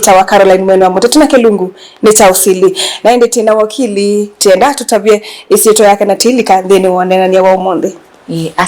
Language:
Kamba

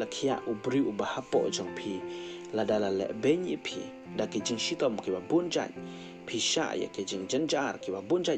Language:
Khasi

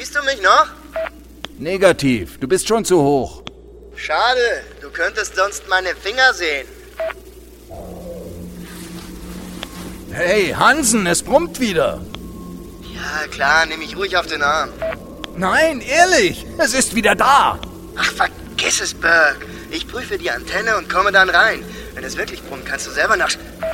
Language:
German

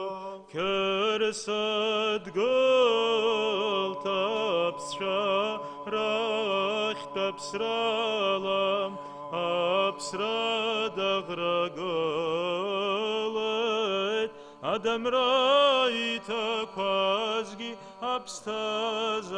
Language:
Abkhazian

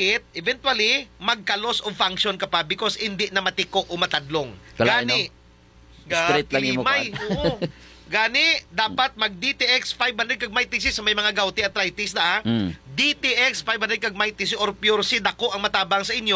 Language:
Hiligaynon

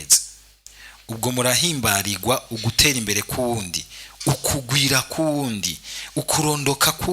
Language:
Rundi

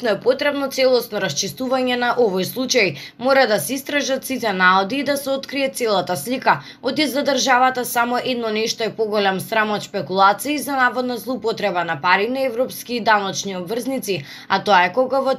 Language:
Macedonian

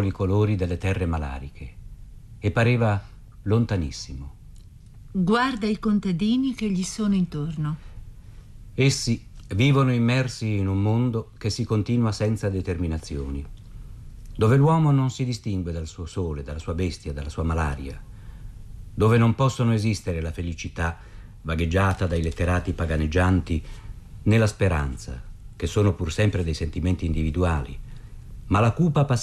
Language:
Italian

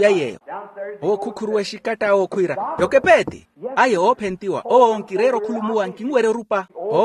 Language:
Makhuwa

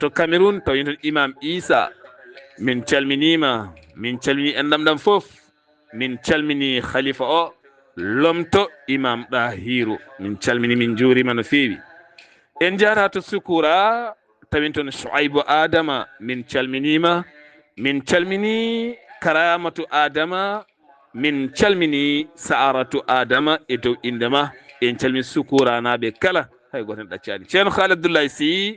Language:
Fula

